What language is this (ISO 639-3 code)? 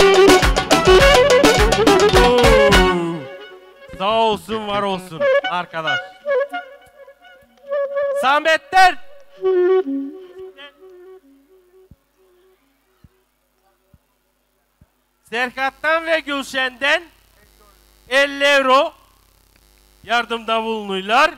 tur